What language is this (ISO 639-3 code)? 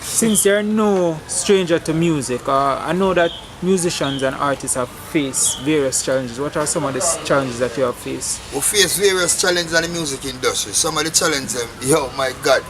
jam